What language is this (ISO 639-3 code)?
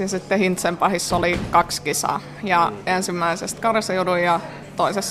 fin